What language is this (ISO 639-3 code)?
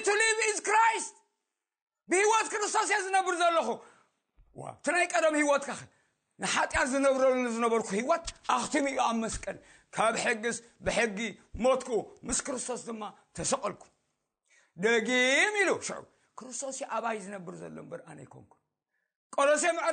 tir